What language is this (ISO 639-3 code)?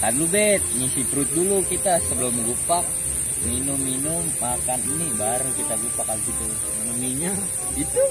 bew